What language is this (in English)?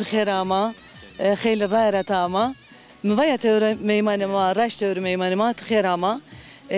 Zaza